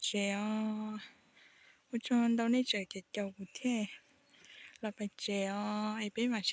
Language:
Hmong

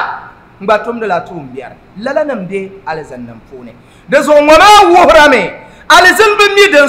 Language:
Dagbani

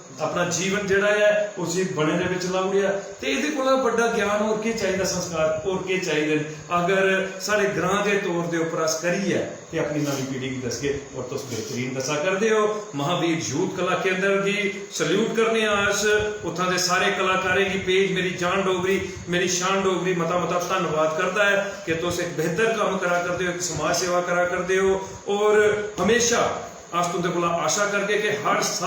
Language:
Dogri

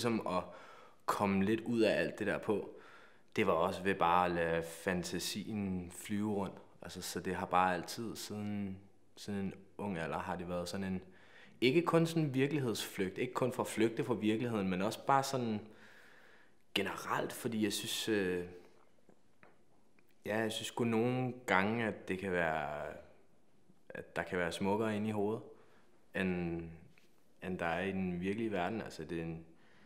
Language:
Danish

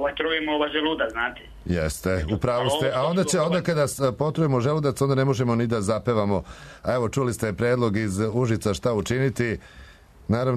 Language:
Serbian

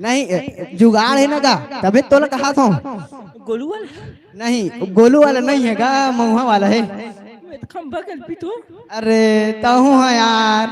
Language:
Chhattisgarhi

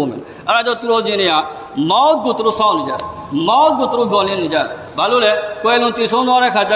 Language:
Burmese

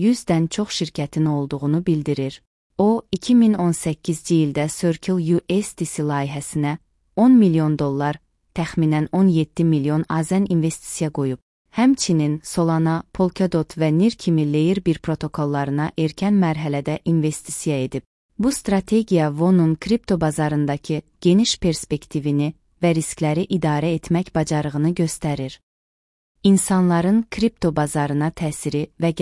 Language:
Azerbaijani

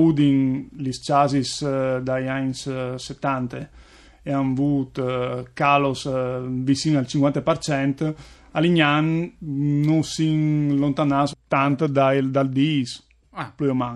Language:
Friulian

